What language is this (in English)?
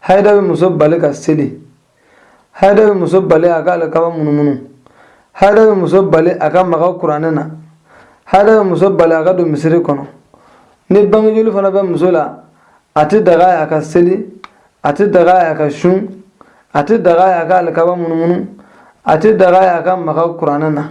Bambara